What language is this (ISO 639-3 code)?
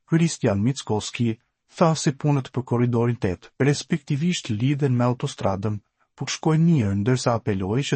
sqi